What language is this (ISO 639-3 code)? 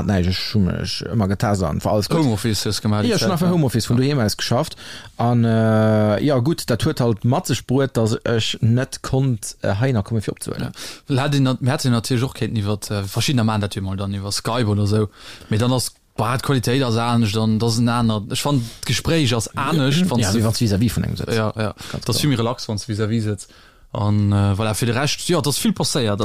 ltz